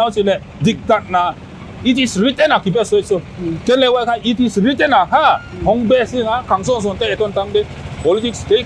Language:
Paite Chin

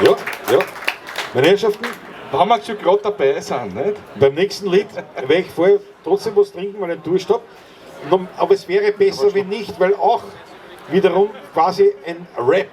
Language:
Bavarian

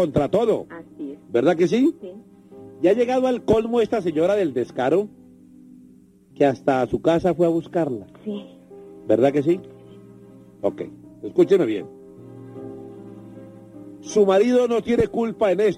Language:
Spanish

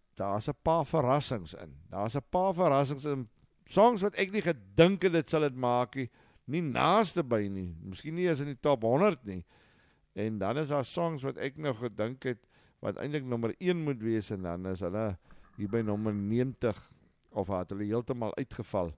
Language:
Afrikaans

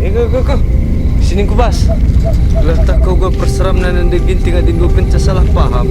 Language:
Batak Karo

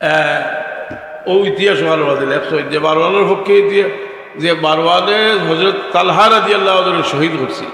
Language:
Sylheti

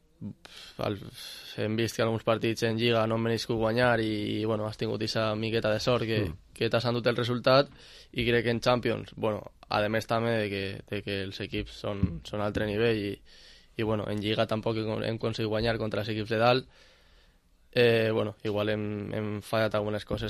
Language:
Catalan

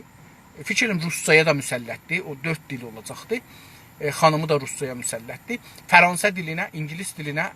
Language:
South Azerbaijani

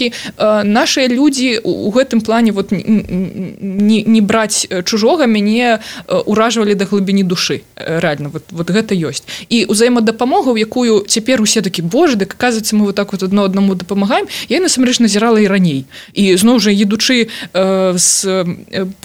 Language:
Belarusian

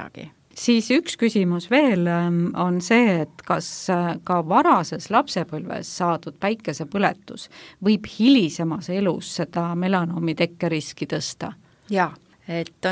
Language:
Estonian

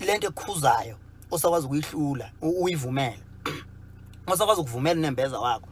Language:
Zulu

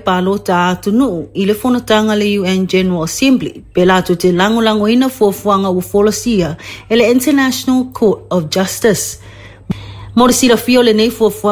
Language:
Samoan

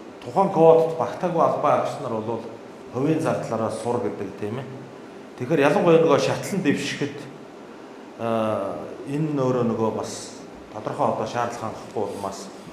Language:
Mongolian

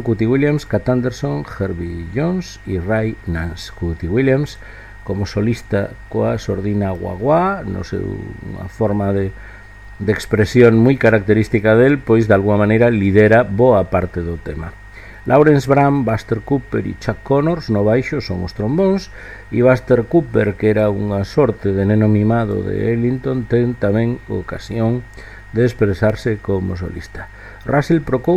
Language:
Galician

